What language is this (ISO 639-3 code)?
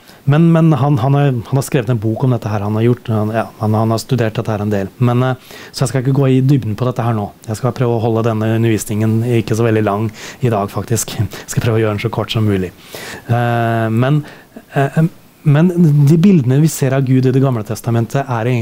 nor